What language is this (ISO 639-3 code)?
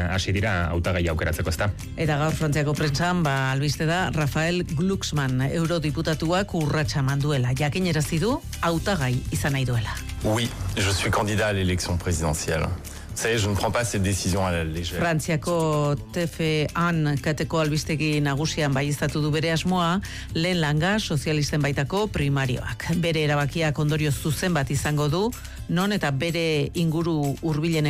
eus